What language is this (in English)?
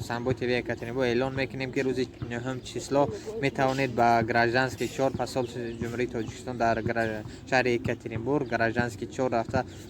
Tajik